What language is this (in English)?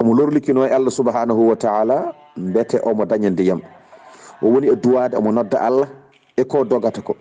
Fula